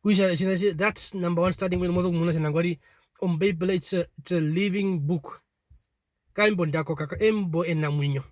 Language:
Herero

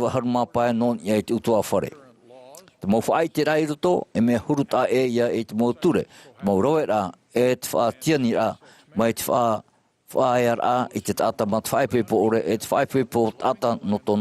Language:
Tahitian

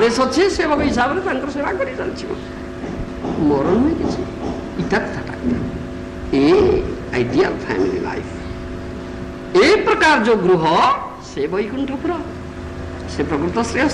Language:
Odia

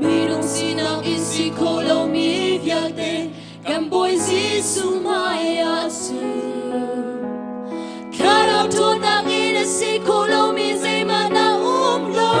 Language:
Hakha Chin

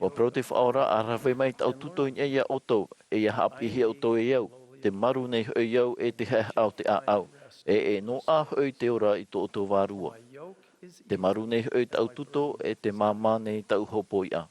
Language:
Tahitian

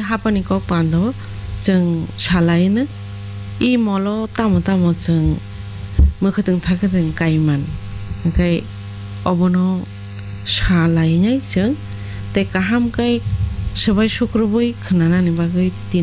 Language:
Kok Borok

